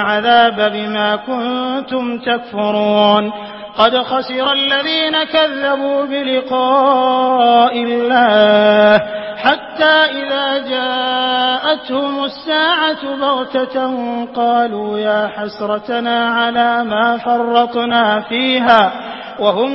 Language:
Arabic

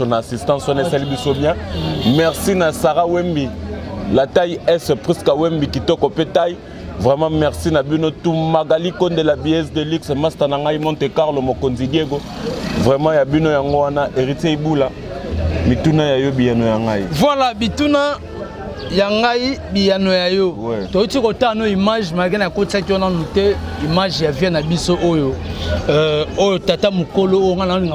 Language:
Lingala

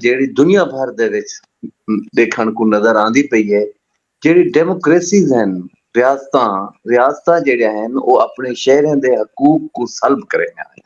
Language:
Saraiki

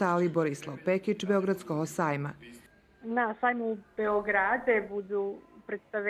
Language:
Rusyn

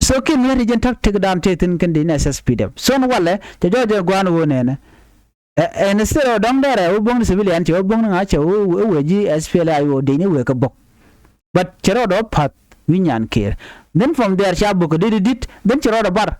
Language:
Nuer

